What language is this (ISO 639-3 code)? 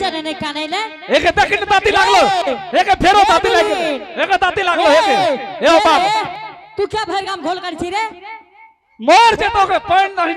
anp